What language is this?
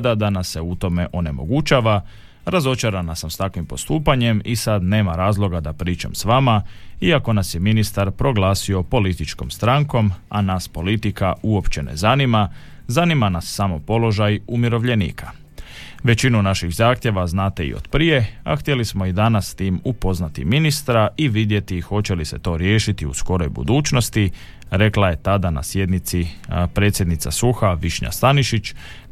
Croatian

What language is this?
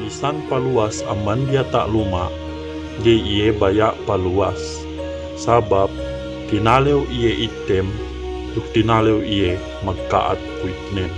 Yakan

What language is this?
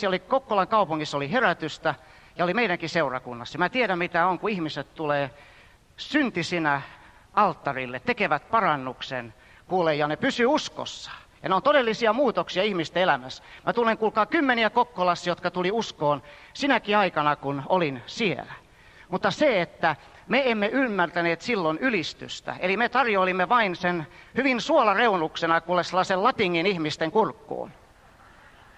Finnish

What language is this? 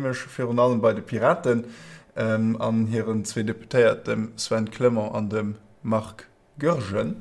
Luxembourgish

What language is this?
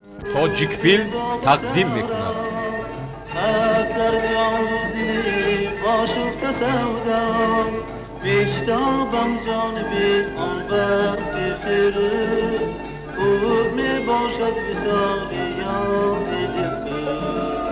Tajik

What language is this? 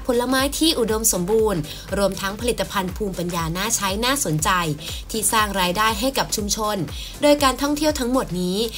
Thai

